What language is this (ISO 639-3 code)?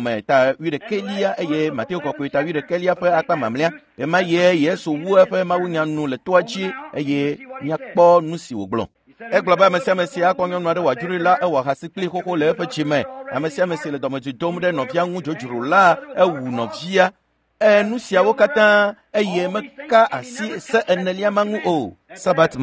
ewe